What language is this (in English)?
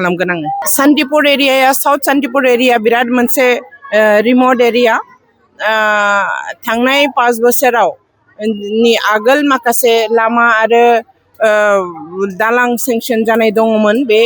Bodo